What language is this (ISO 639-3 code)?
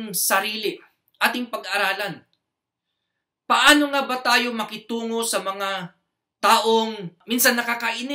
fil